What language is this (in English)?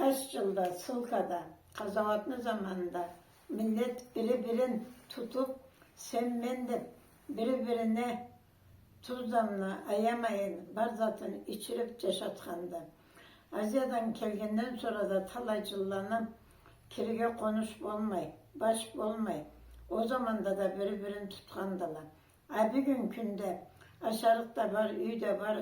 Karachay-Balkar